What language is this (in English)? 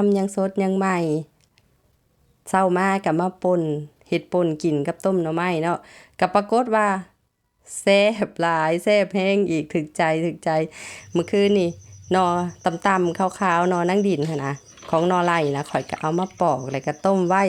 Lao